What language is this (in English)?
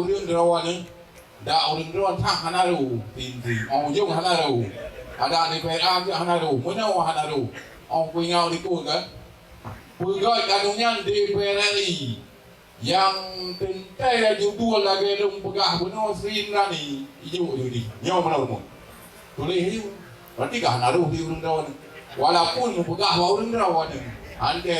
Achinese